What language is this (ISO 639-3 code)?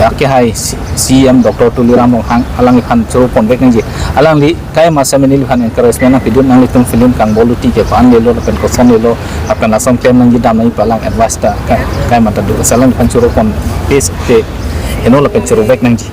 mjw